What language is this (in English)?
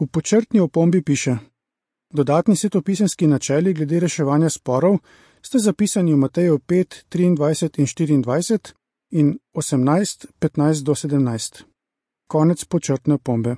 Slovenian